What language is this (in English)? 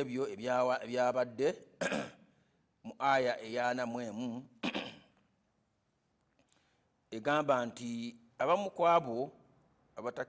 Ganda